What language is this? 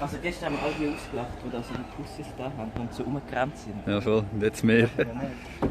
Swiss German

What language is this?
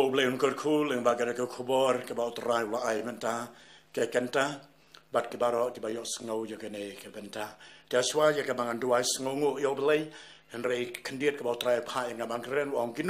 Khasi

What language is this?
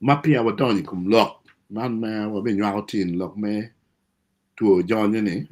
Acoli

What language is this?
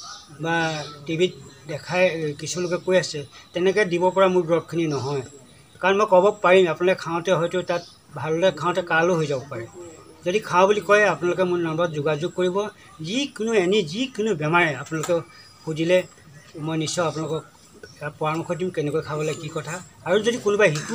Assamese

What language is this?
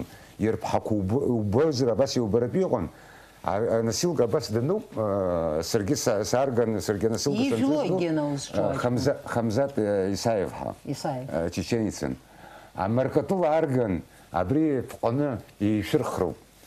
Abkhazian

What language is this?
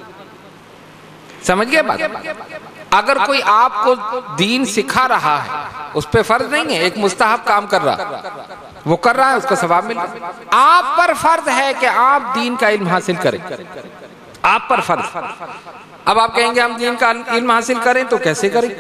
Urdu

